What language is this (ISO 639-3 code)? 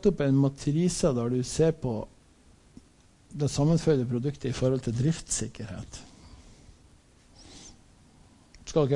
nor